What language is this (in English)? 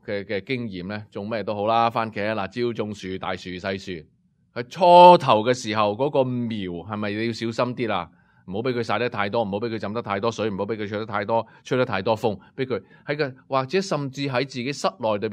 Cantonese